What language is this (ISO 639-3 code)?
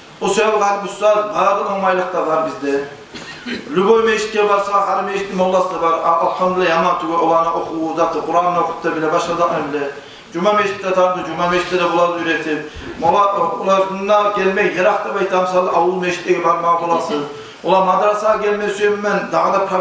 kum